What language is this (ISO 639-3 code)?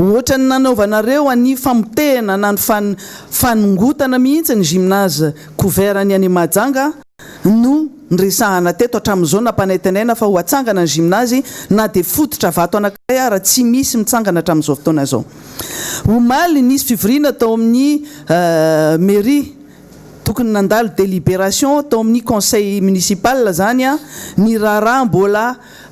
mlg